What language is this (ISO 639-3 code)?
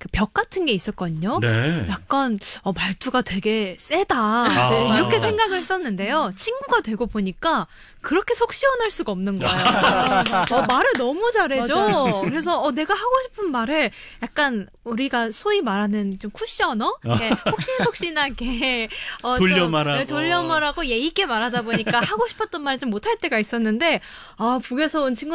kor